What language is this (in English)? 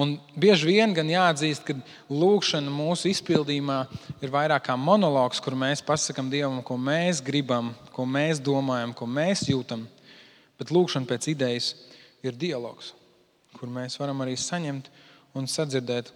Latvian